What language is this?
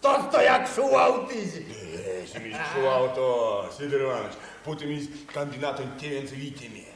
Erzya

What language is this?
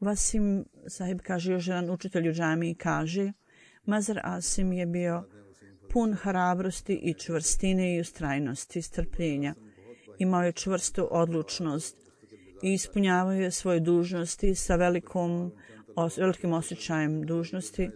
Bosnian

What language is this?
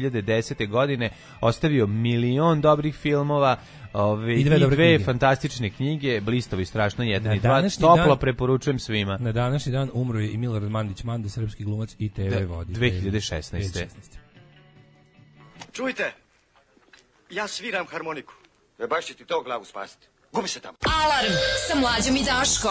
Serbian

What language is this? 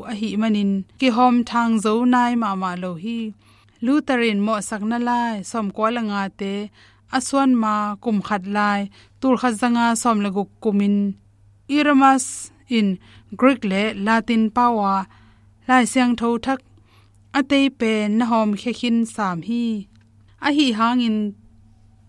Tedim Chin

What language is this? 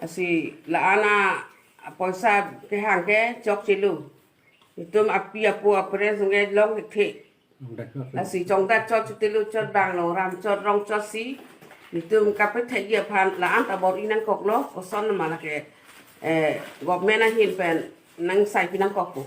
Karbi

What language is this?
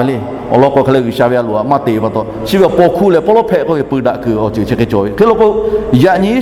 Lahu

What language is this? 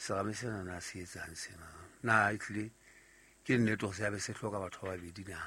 Southern Sotho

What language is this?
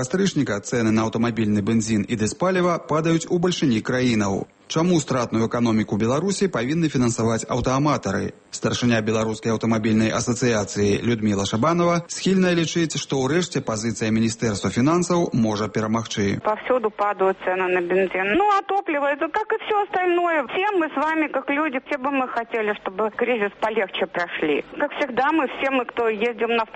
Belarusian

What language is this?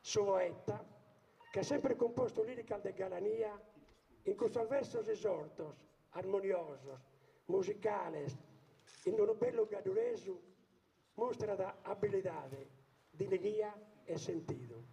Sardinian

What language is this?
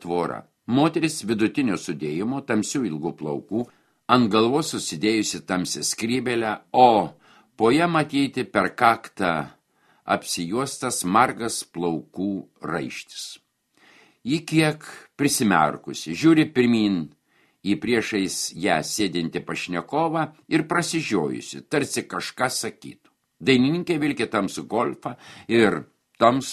Lithuanian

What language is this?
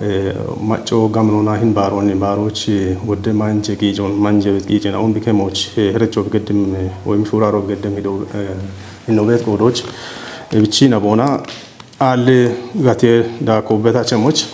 Kafa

